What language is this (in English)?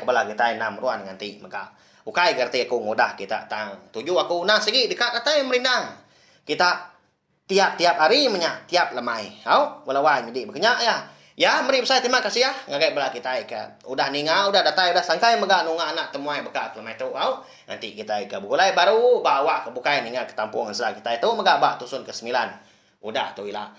Iban